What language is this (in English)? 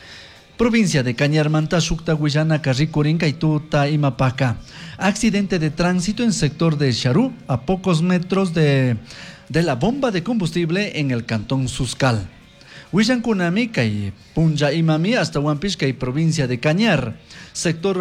Chimborazo Highland Quichua